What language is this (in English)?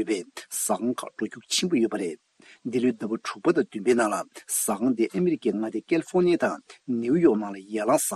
Tibetan